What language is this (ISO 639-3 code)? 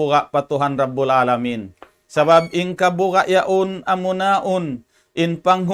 tsg